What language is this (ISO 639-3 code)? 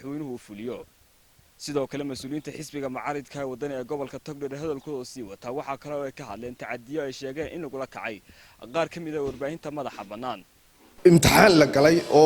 som